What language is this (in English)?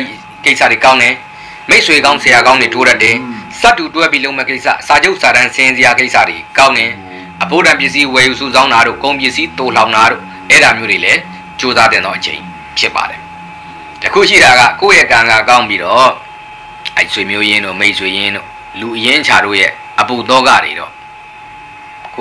Burmese